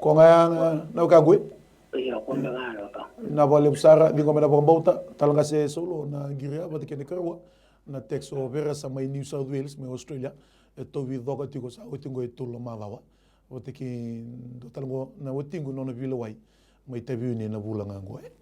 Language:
Fijian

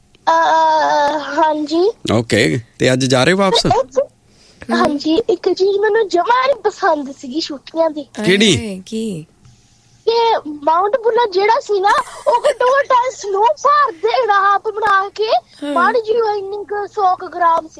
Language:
Punjabi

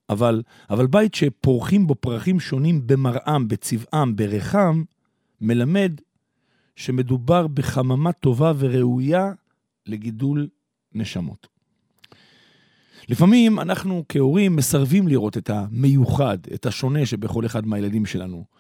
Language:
Hebrew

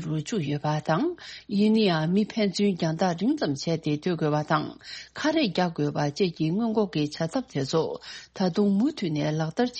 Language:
Tibetan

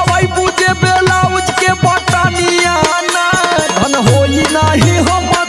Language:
Bhojpuri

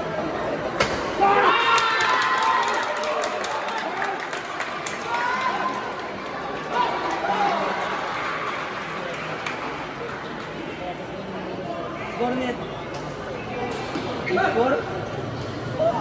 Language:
Filipino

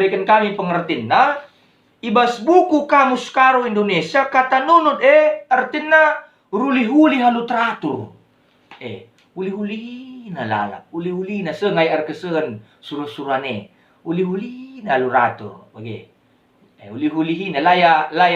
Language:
Batak Karo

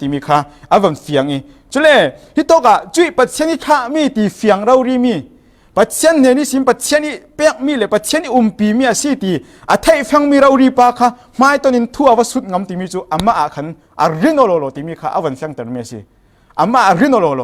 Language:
Falam Chin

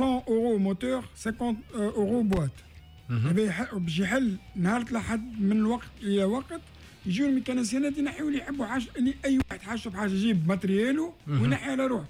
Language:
Tunisian Arabic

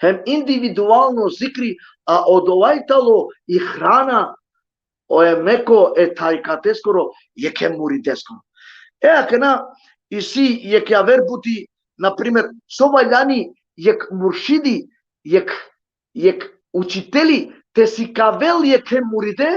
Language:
Balkan Romani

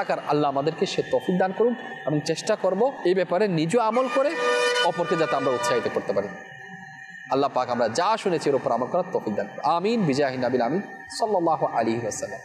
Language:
Bangla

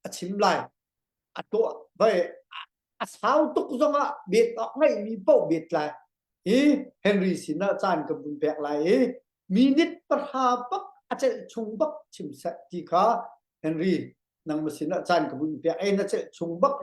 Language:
Hakha Chin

